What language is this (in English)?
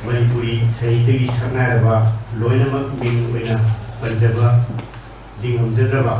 Manipuri